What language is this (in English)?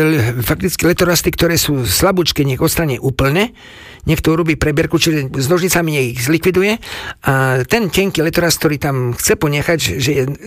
Slovak